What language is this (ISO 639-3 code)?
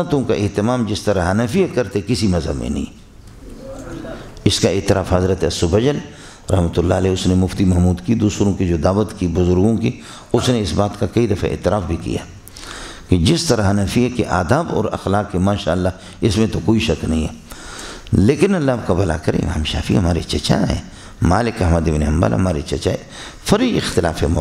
urd